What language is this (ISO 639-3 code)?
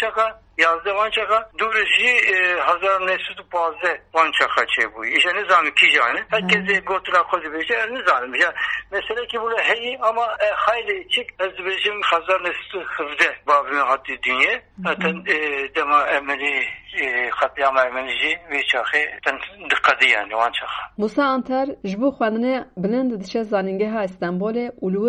kur